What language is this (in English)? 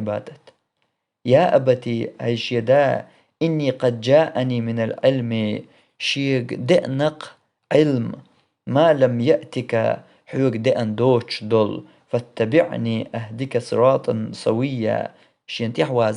Chechen